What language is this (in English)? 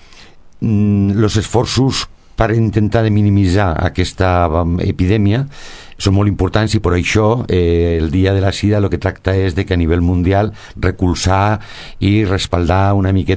Catalan